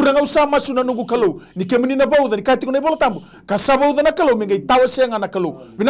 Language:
Fijian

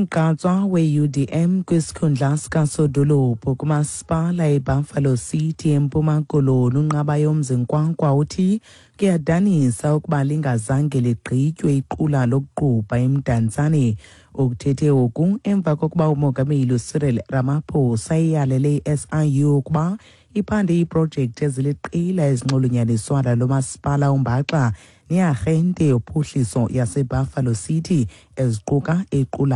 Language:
Xhosa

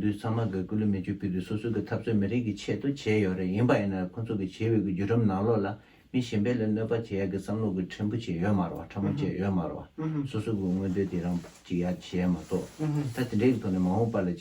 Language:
Tibetan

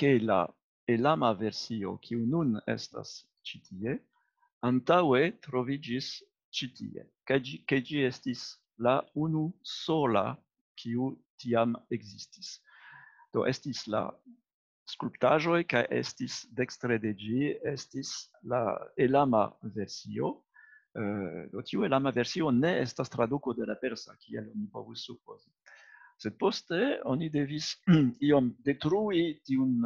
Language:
Esperanto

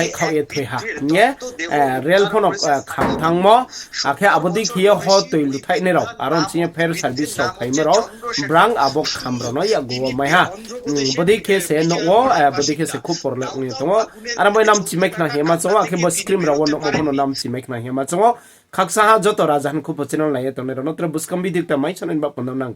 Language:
Riang (India)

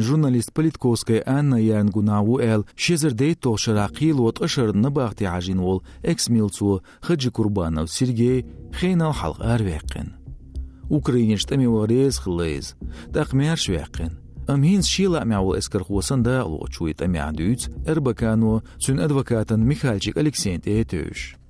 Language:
Chechen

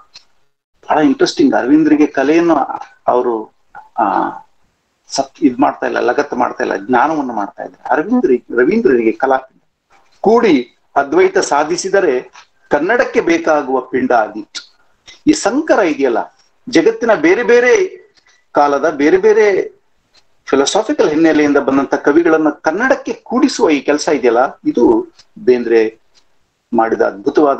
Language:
Kannada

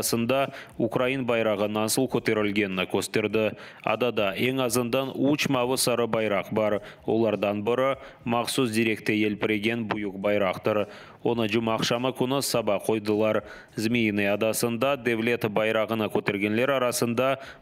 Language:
Crimean Tatar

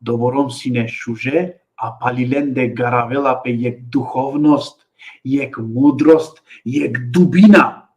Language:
Balkan Romani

